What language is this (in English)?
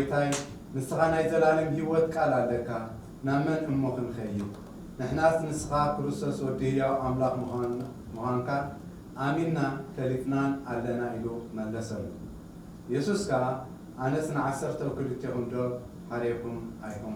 Tigrinya